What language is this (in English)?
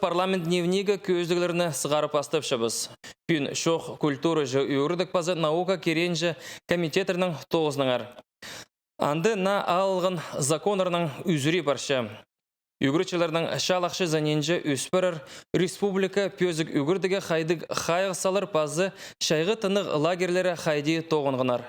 Khakas